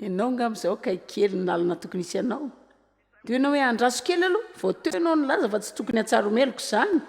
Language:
Malagasy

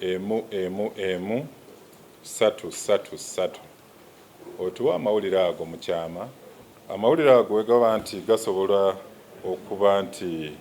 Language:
Ganda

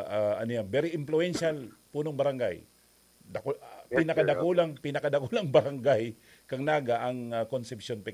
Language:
Bikol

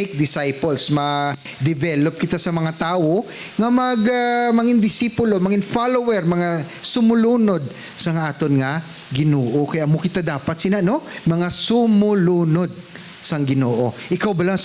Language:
Hiligaynon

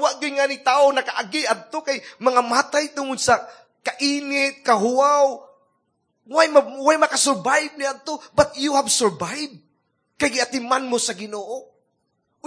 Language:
Cebuano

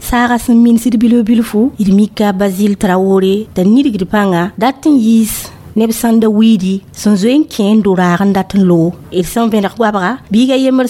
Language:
Mossi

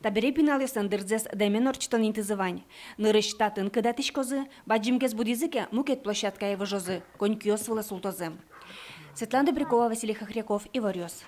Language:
Udmurt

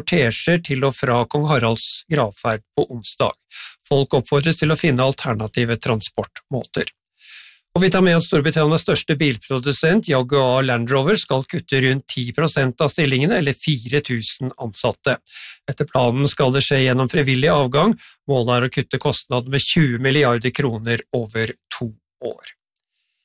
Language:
Norwegian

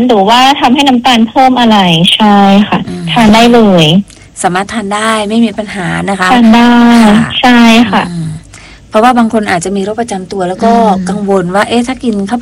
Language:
Thai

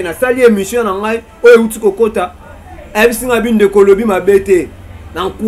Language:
Lingala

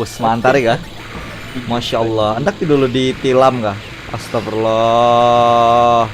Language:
Banjar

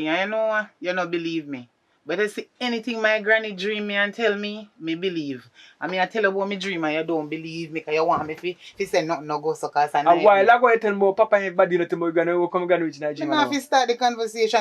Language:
Jamaican Creole English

